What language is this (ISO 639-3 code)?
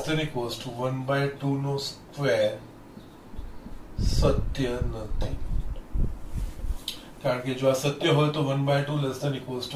guj